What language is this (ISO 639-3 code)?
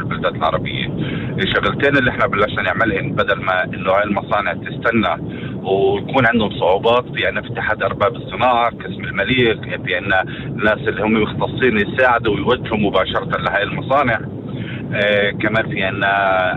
apc